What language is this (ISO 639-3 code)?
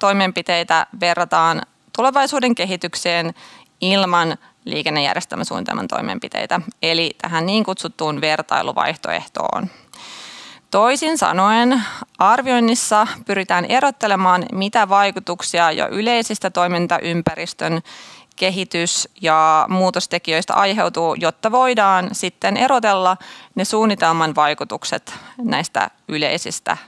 fin